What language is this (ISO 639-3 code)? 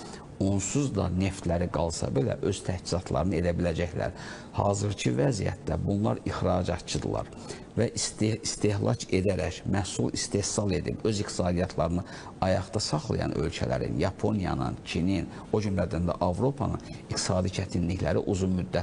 aze